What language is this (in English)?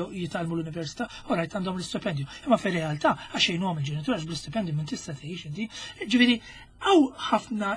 Maltese